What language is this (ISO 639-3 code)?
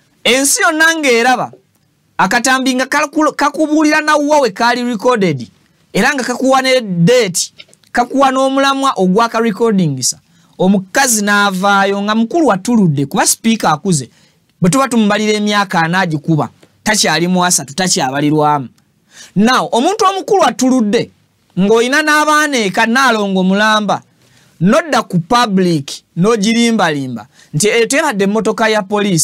lug